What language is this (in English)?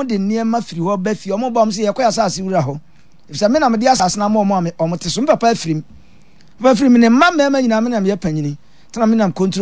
Akan